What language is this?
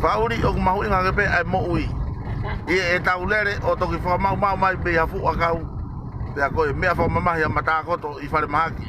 Tongan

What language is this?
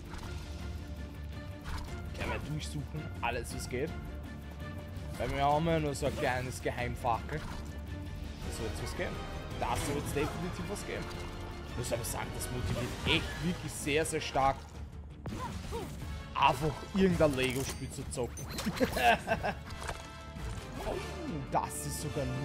German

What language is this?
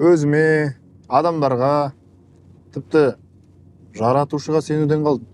Kazakh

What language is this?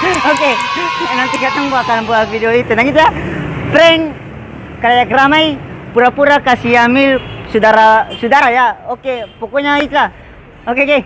Ambonese Malay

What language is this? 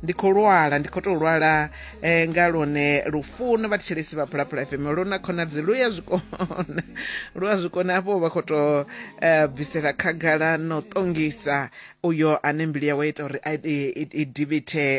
Venda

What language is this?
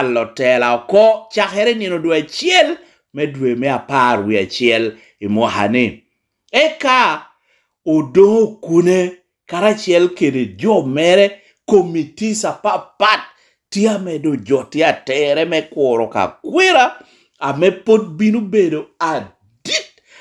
Lango (Uganda)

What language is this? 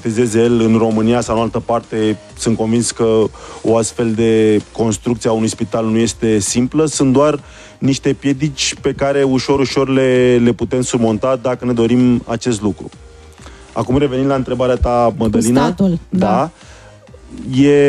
Romanian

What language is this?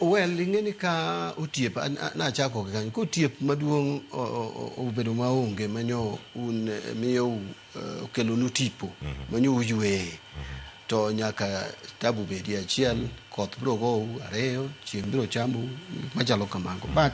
Luo (Kenya and Tanzania)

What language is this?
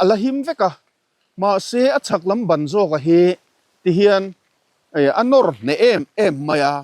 Mizo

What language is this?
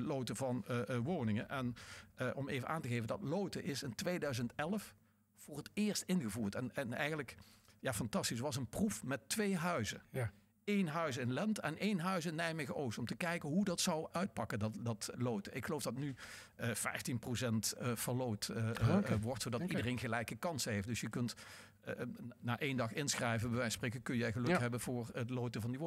Dutch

